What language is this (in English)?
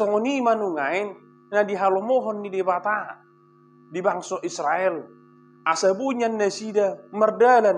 Batak Toba